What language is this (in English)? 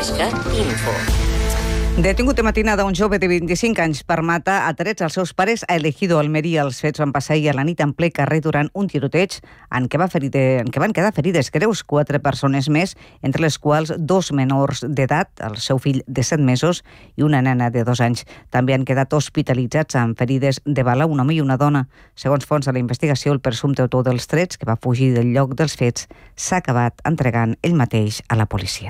Catalan